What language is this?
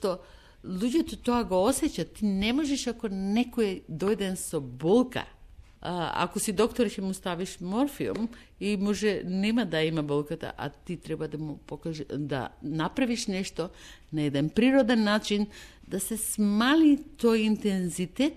Macedonian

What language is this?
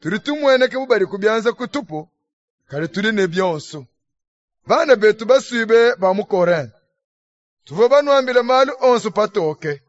Luba-Lulua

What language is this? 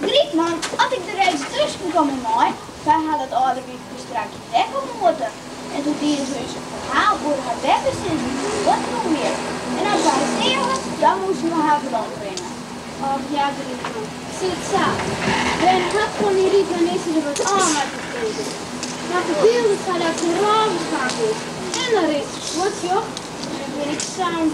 Western Frisian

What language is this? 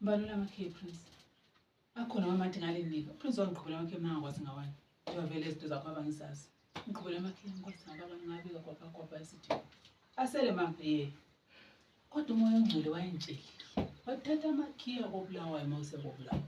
North Ndebele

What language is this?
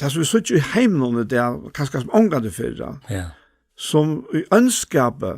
Faroese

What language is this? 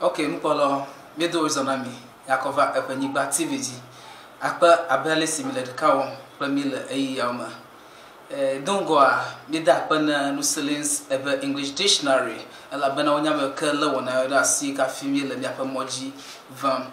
Ewe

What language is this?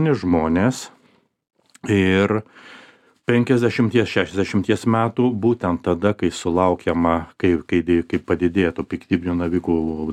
Lithuanian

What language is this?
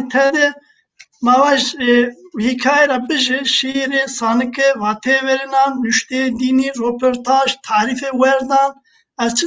Zaza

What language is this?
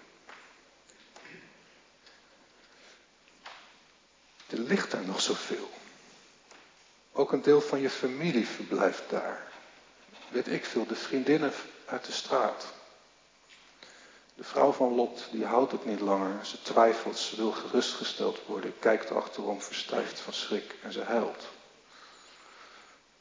Dutch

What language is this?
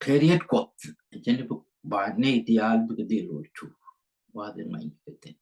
Nuer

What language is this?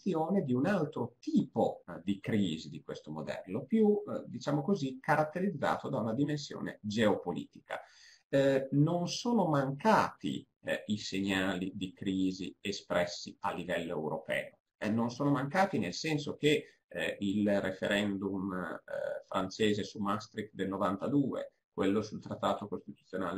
Italian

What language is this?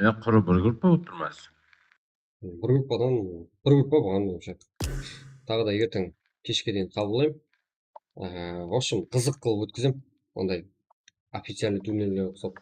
Kara-Kalpak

